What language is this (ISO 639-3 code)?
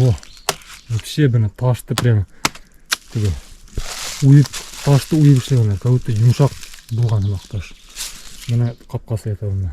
bak